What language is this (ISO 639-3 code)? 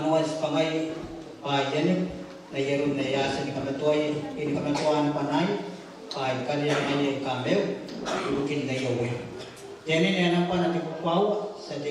gil